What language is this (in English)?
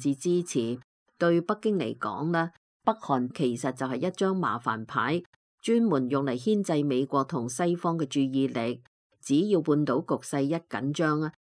Cantonese